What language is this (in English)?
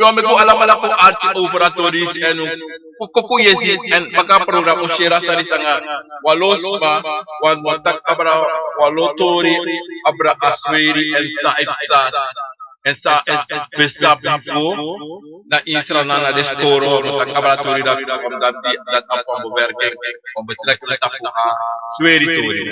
Sranan Tongo